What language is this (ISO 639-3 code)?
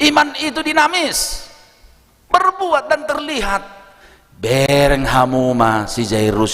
bbc